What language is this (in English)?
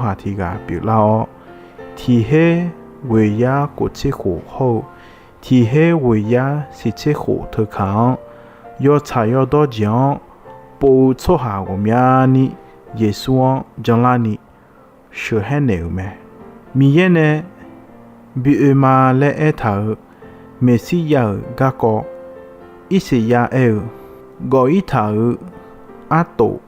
Akha